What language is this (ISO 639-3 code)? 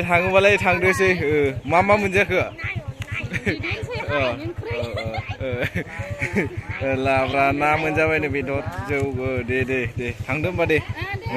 brx